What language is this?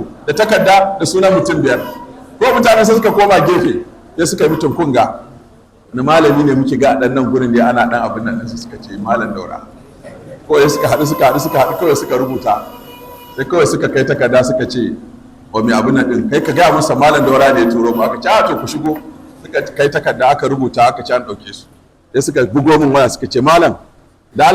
Hausa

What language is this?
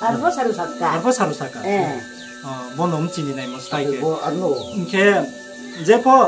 Riang (India)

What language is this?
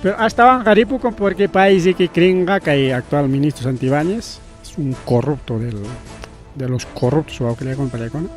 Ayacucho Quechua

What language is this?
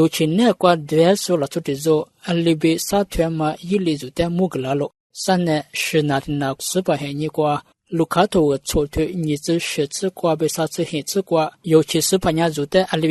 Lisu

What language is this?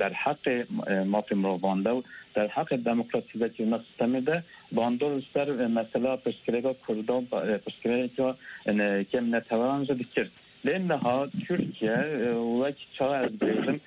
Kurdish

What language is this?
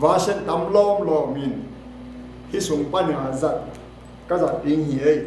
Tedim Chin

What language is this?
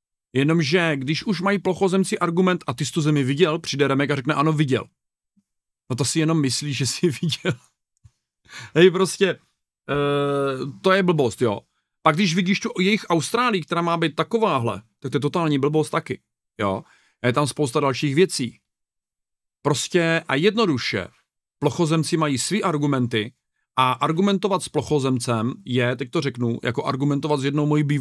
Czech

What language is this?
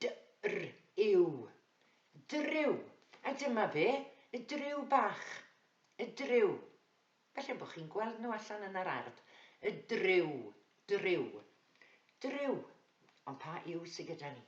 Welsh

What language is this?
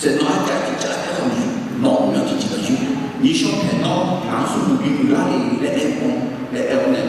Akha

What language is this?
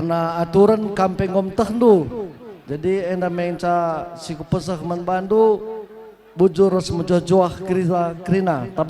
Batak Karo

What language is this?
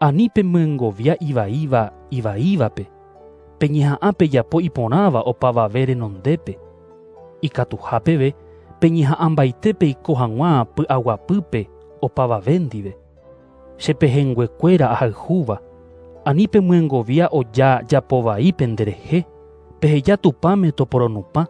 Guarani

